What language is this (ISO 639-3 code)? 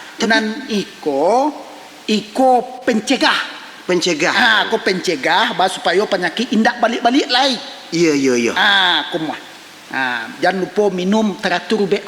min